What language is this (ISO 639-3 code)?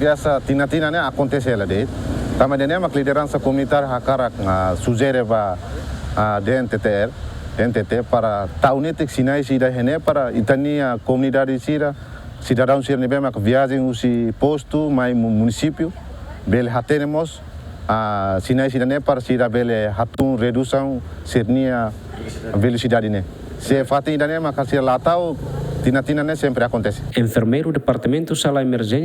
tet